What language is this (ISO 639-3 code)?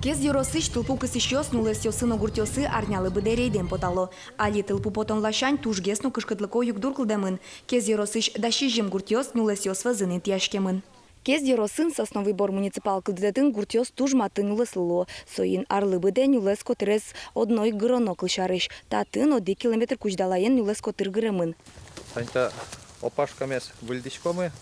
udm